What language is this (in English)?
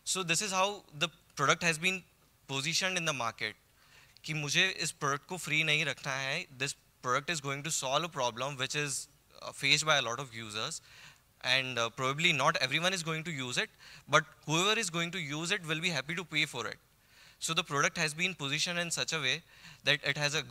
English